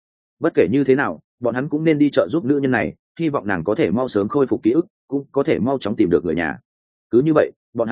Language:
Vietnamese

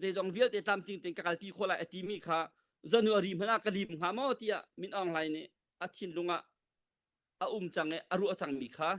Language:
Hakha Chin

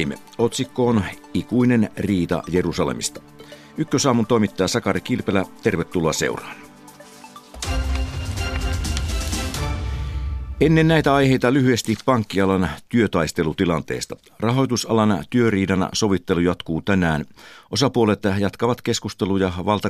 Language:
Finnish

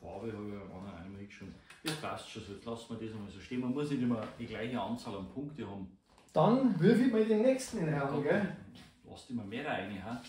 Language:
Bavarian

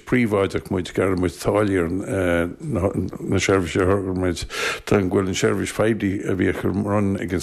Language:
Irish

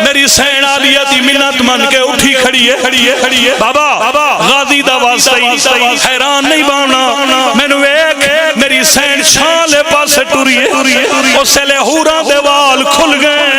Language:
Pahari-Potwari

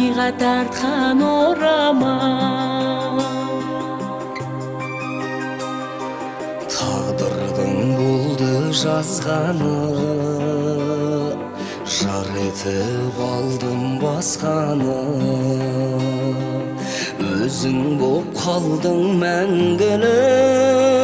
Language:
Kazakh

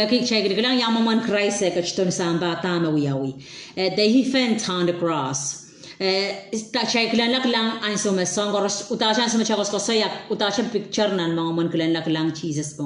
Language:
Pohnpeian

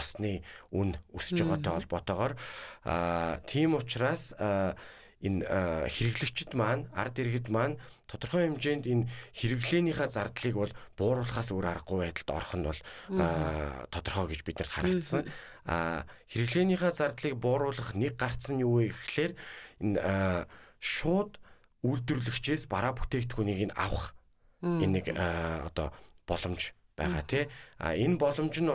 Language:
Mongolian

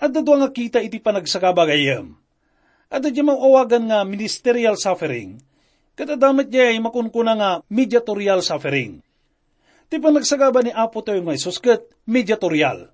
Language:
Iloko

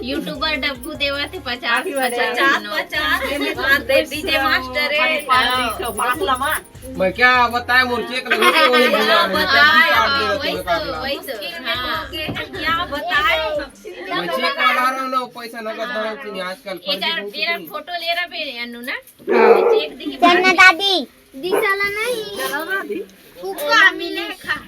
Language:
Chhattisgarhi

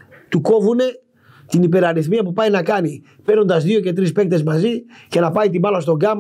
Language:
Greek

